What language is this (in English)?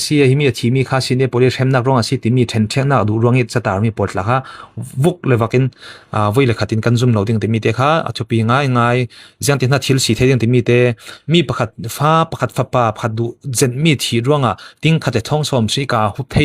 Falam Chin